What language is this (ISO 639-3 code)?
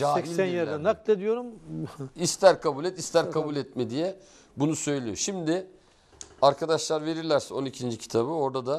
tur